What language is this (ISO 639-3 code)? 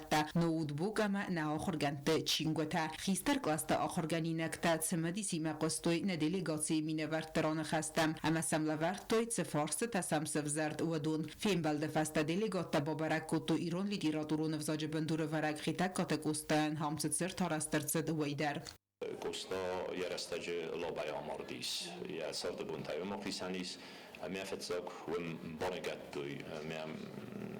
oss